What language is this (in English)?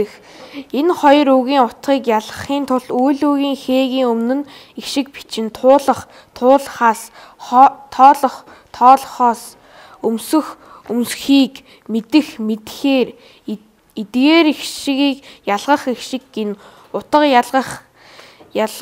Mongolian